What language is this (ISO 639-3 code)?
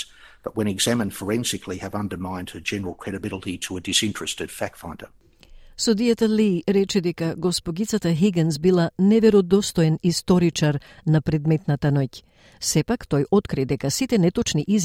mkd